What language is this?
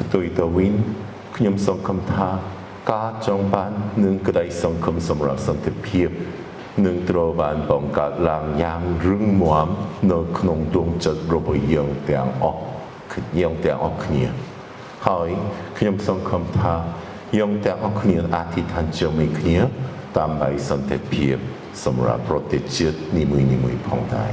Khmer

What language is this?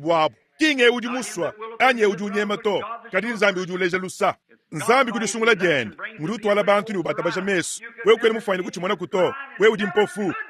Luba-Lulua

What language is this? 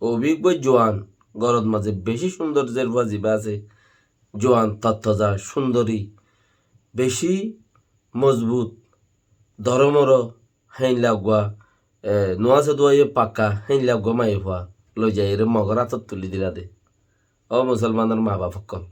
Rohingya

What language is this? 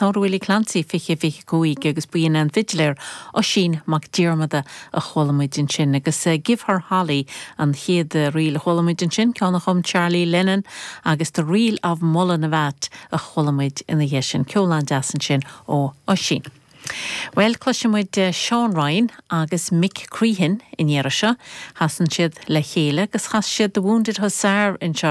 Irish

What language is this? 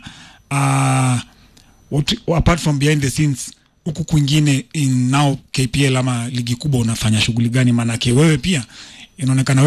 Swahili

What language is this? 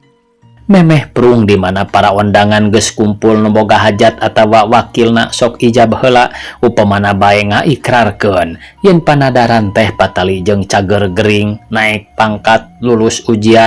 Sundanese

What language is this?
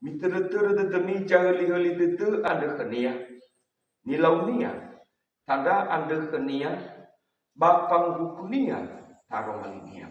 Nias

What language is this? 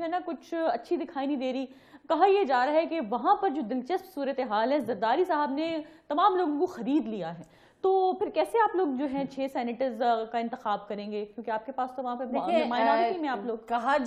Urdu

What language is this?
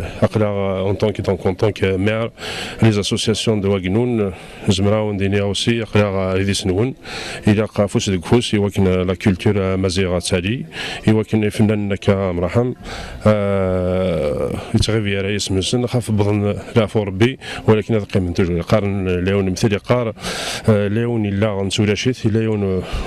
Kabyle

